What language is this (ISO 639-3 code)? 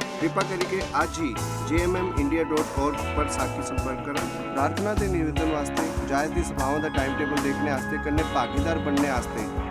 doi